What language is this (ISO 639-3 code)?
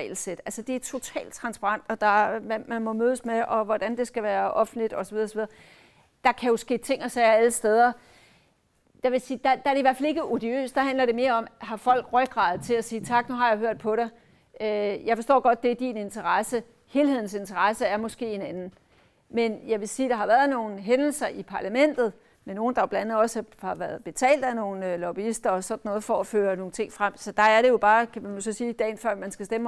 dan